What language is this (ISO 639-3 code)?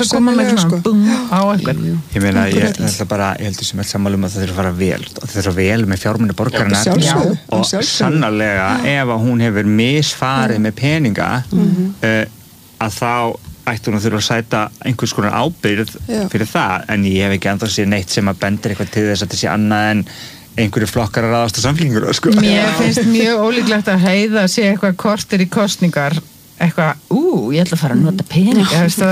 isl